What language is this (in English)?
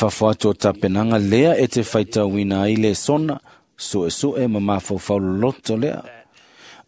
Samoan